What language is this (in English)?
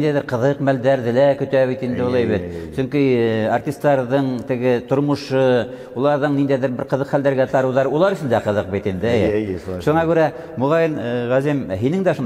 Bashkir